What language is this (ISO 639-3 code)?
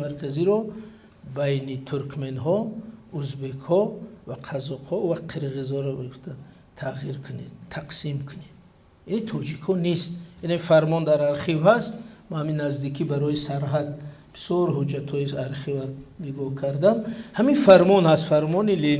tgk